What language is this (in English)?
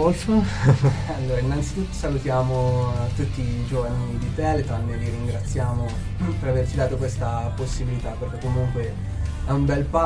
Italian